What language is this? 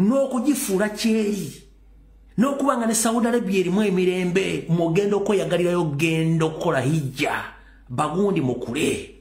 Ganda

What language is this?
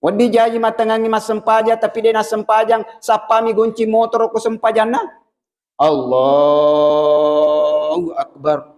Buginese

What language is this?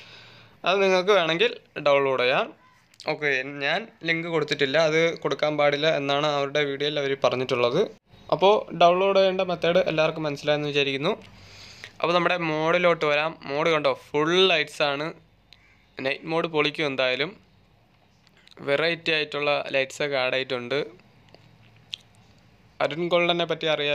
Malayalam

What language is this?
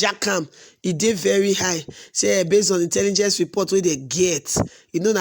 Nigerian Pidgin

